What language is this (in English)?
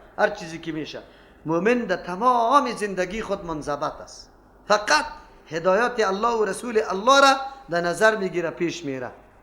Persian